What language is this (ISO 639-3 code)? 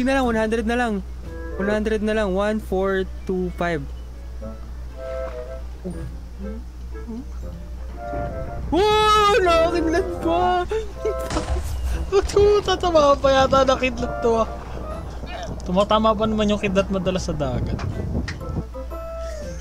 fil